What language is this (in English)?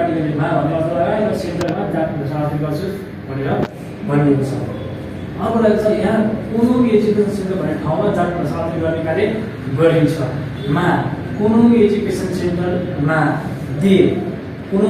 Nepali